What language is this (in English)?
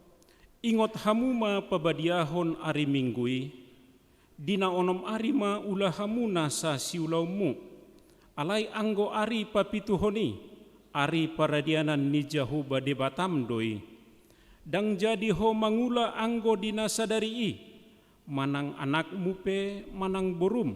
Batak Toba